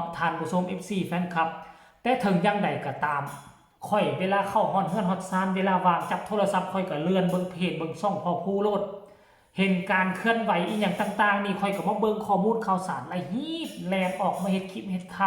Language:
Northeastern Thai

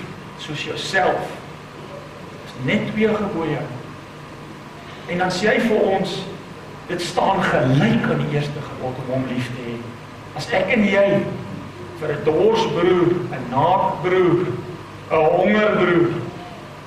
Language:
Afrikaans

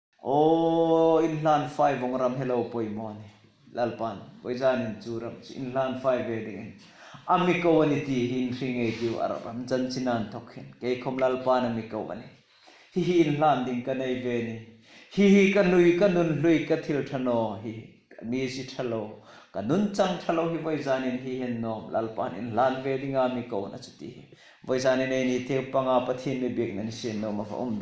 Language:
Hmar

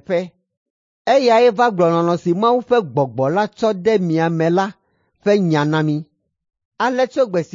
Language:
Ewe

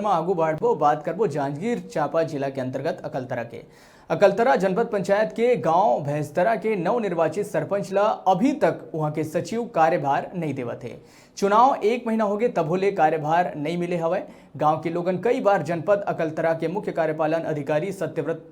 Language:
Chhattisgarhi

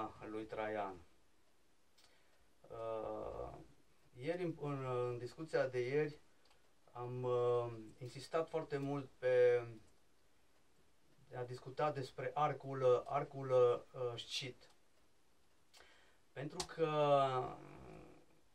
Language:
Romanian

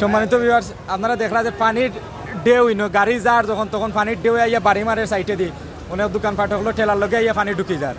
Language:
Sylheti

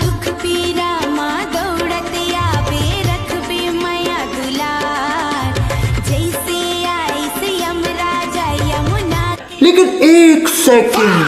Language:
Chhattisgarhi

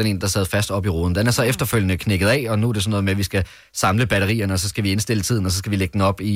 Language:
Danish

